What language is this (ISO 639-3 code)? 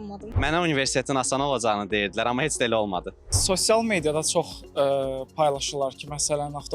aze